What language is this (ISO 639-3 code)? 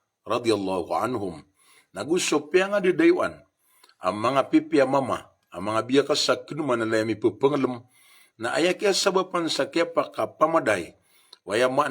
mrw